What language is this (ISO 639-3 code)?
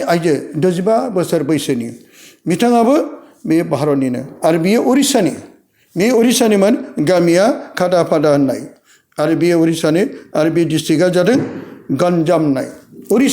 brx